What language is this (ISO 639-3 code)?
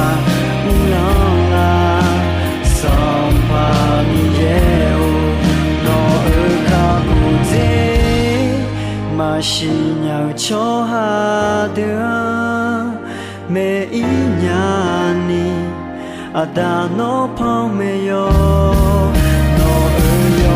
ahk